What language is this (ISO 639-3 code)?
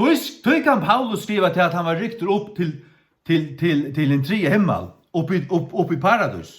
fao